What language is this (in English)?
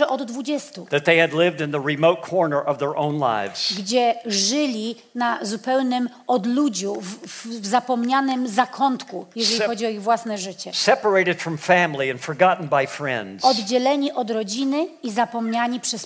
Polish